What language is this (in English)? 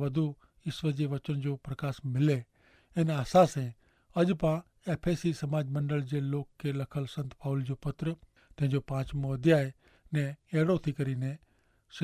Kachhi